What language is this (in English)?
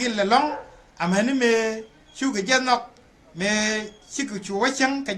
Nuer